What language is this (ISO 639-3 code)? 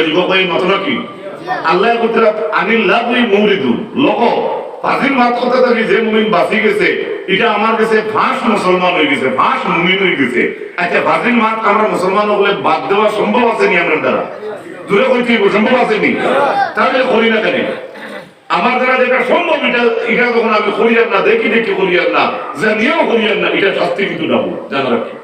syl